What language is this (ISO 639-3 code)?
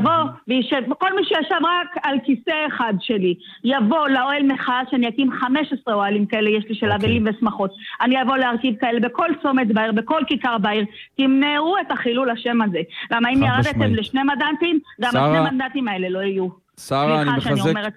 heb